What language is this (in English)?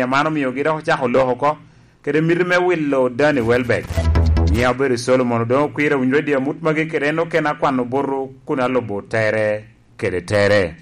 Lango (Uganda)